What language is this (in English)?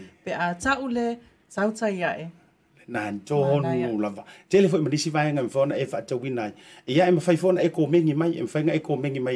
Samoan